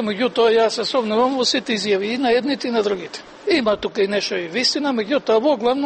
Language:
Macedonian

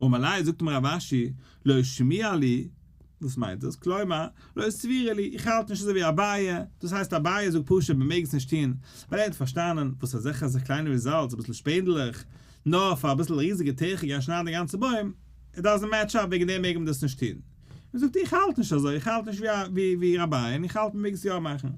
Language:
Yiddish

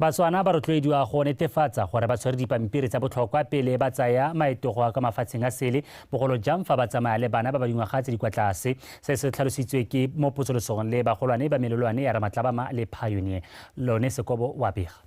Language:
Tswana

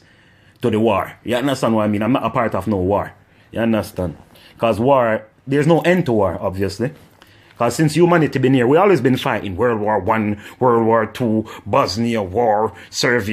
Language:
Jamaican Creole English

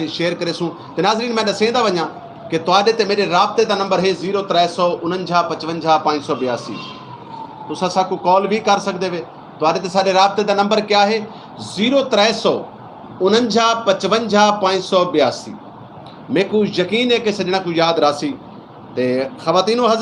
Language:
Saraiki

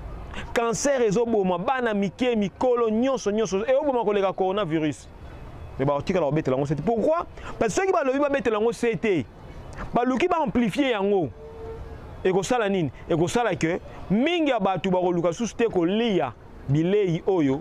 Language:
Lingala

